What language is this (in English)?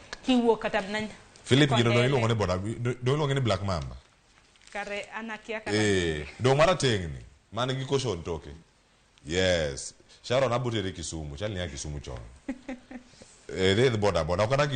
Luo (Kenya and Tanzania)